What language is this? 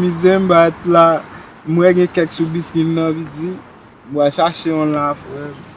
Haitian Creole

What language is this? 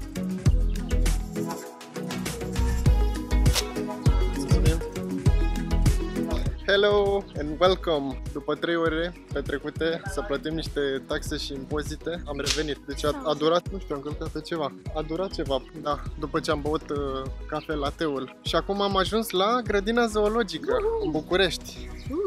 Romanian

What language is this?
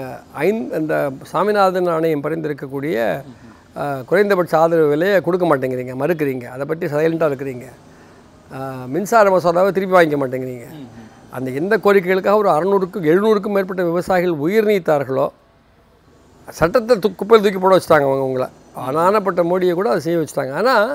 Tamil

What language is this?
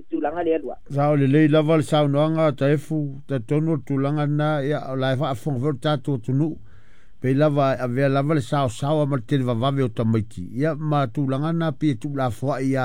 Samoan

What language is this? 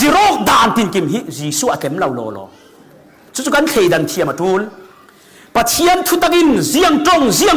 Falam Chin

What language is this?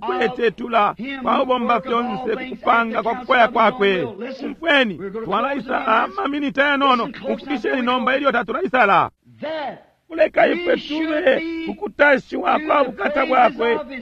Bemba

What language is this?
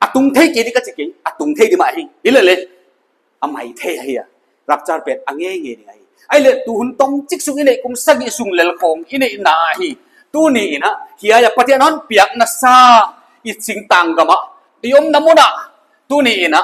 Paite Chin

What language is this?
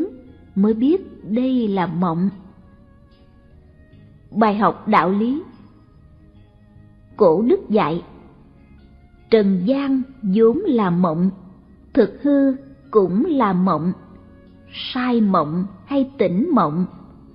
Vietnamese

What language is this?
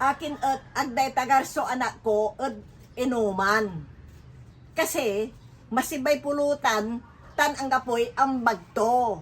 Pangasinan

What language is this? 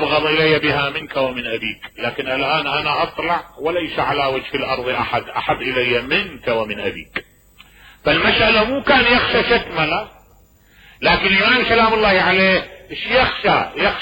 Mesopotamian Arabic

